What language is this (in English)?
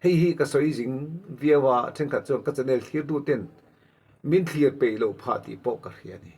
Mizo